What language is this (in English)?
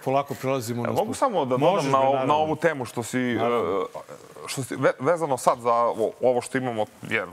Serbian